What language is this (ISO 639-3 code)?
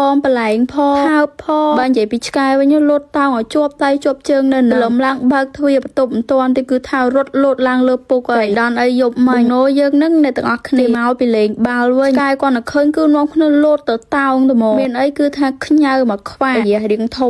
khm